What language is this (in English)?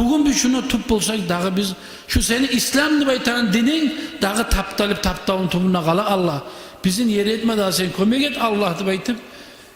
Kumyk